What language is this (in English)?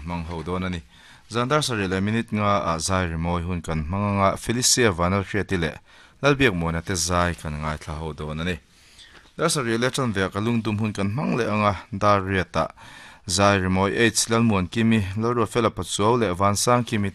Mizo